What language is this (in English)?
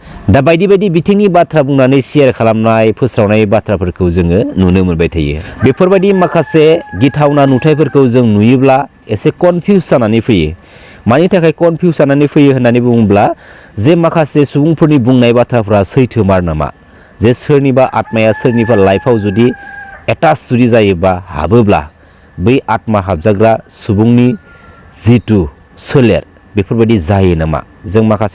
Bodo